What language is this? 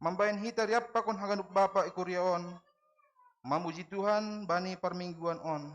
Batak Simalungun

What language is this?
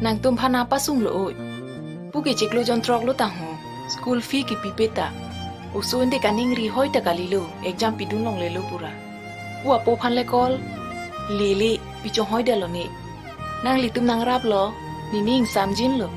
Karbi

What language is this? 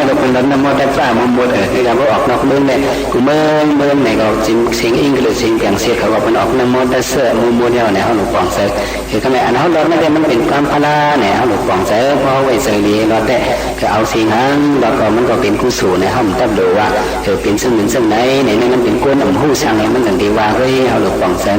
Shan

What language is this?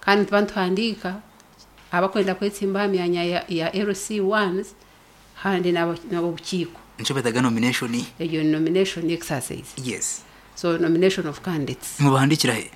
Nyankole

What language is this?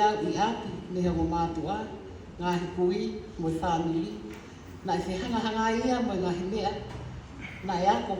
Tongan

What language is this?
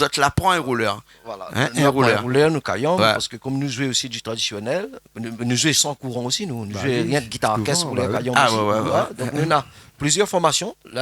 Réunion Creole French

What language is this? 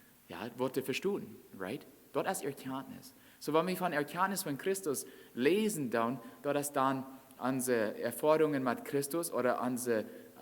Plautdietsch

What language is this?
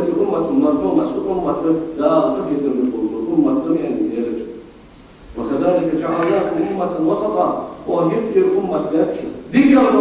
Ingush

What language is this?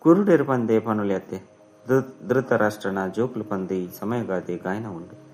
Tulu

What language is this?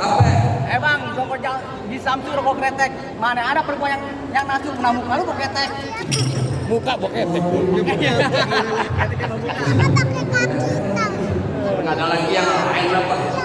Betawi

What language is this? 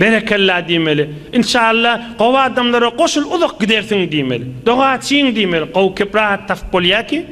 Turkmen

